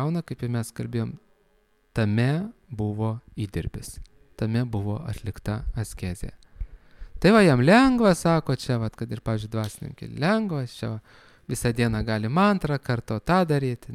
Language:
Lithuanian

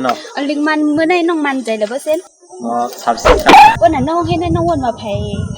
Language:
Shan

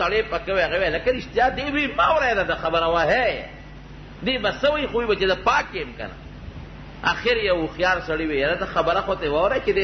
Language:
Pashto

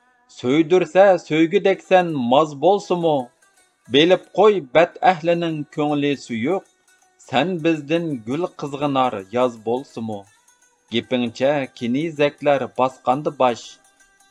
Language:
Uyghur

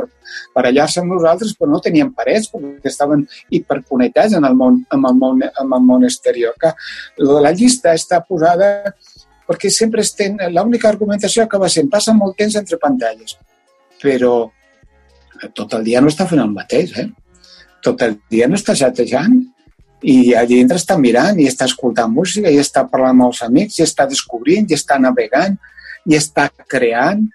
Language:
Catalan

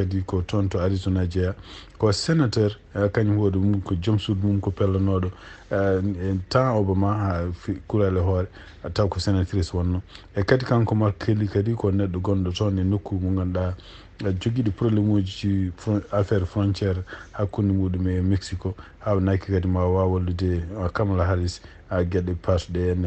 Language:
Fula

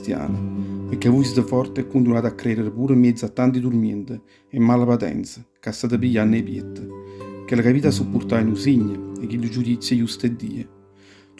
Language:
Neapolitan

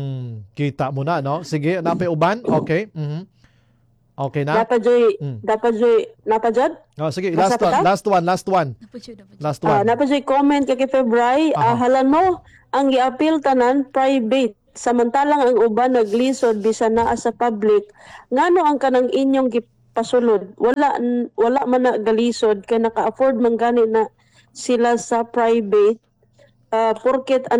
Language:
Cebuano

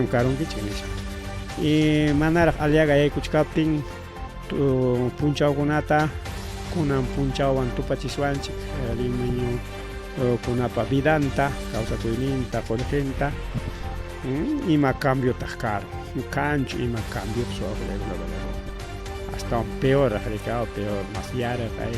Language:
Ayacucho Quechua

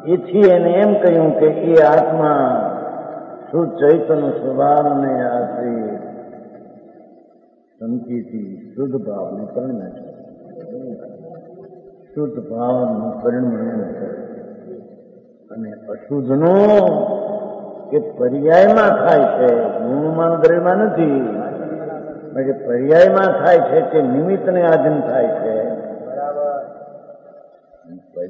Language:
Gujarati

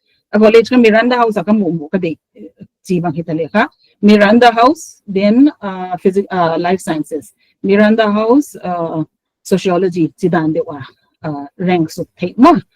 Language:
Paite Chin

